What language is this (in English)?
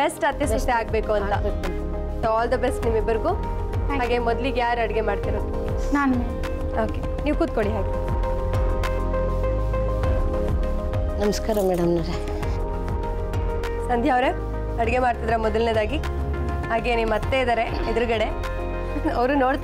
Kannada